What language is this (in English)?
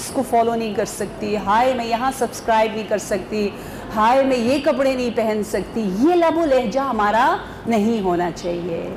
Urdu